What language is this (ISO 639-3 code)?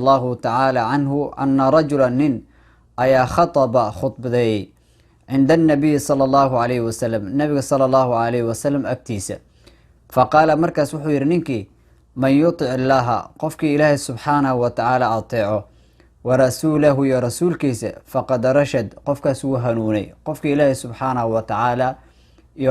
som